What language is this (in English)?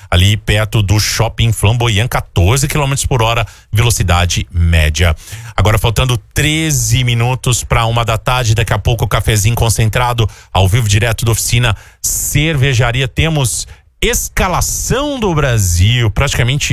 Portuguese